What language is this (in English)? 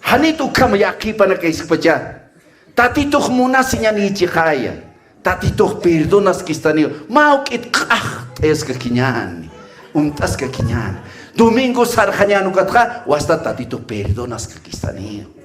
Aymara